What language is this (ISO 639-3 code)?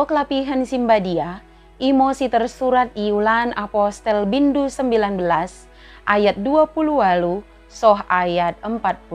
btd